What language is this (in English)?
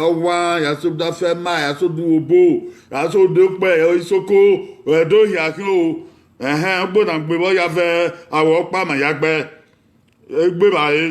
Bini